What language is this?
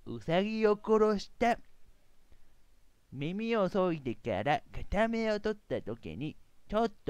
Japanese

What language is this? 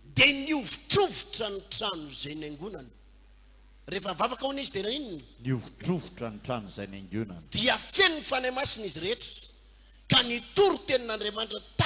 Malagasy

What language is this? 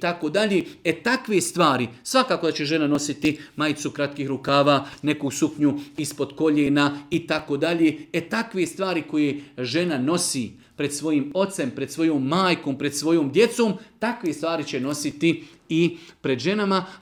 Serbian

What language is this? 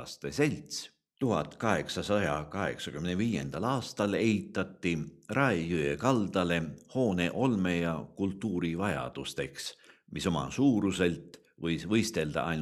Estonian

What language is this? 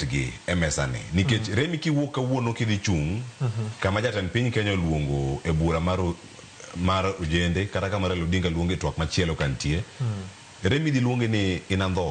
Luo (Kenya and Tanzania)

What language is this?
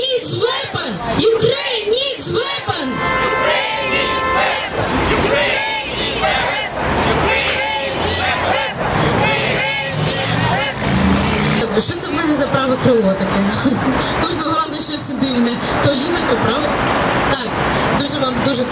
Ukrainian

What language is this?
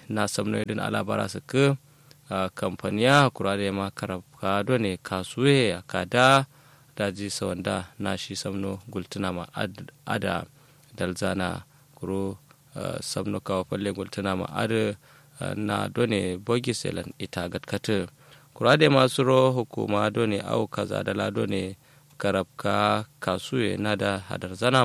Kanuri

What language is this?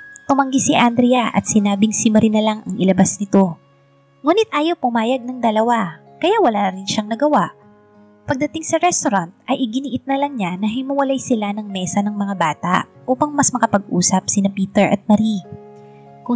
Filipino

